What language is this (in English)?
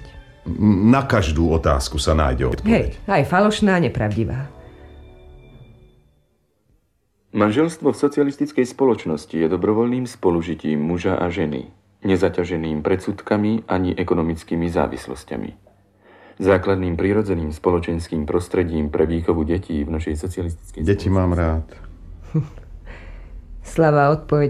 Slovak